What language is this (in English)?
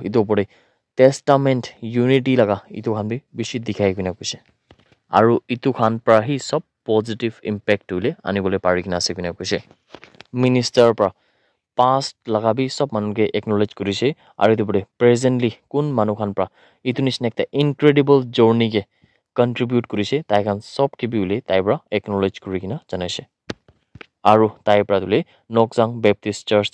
Naga Pidgin